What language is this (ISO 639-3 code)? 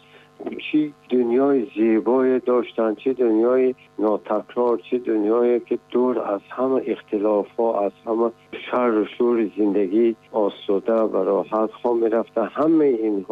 tgk